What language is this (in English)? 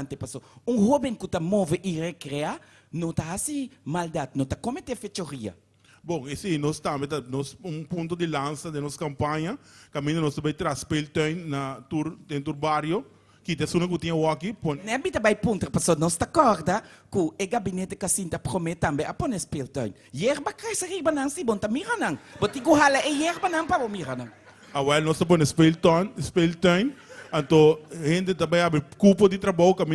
Papiamento